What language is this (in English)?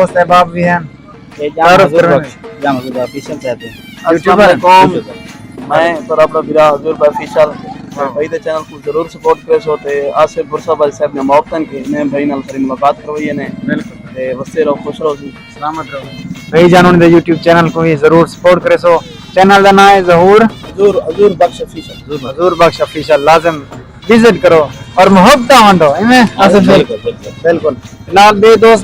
Saraiki